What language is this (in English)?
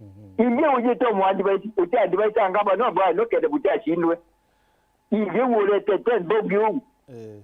Meru